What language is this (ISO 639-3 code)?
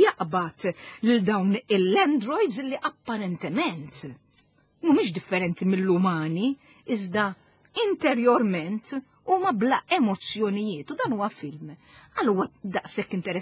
mlt